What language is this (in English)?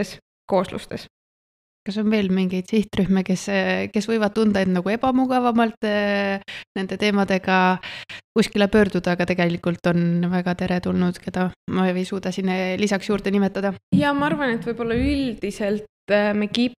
Estonian